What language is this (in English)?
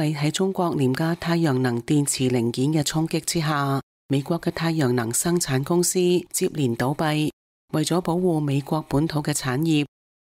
Cantonese